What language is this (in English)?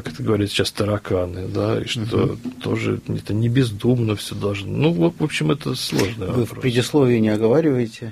Russian